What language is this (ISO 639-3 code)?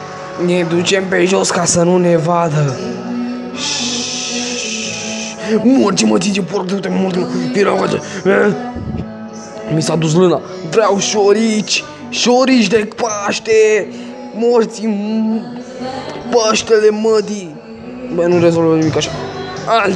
ron